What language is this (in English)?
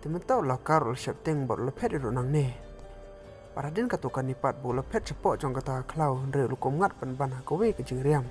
Khasi